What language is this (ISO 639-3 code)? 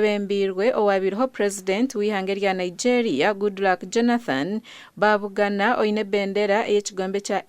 nyn